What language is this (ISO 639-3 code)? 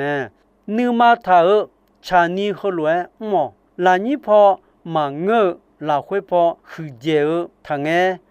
ahk